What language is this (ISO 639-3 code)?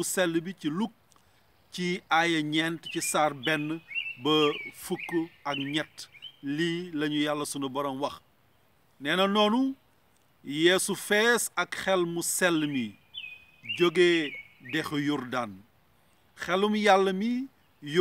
wol